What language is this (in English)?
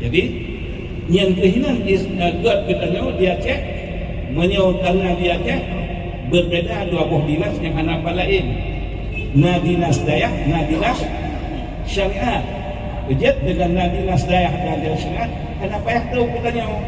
Achinese